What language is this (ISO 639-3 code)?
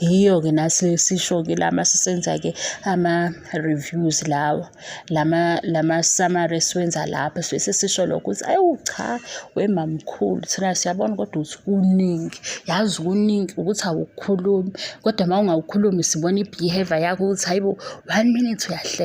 zul